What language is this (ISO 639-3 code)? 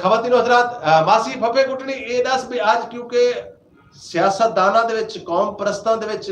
skr